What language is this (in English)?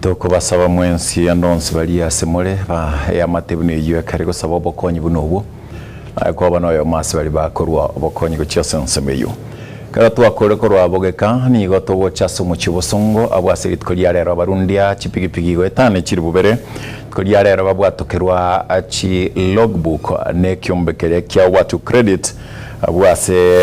Gusii